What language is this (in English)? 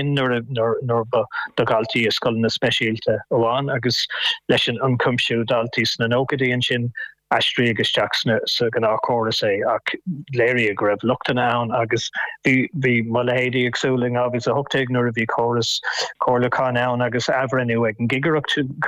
Irish